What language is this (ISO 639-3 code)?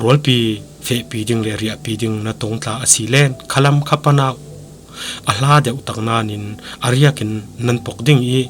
cfm